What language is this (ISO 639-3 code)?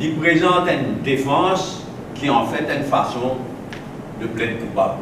mfe